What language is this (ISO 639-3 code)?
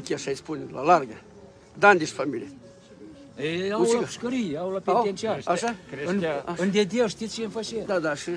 ron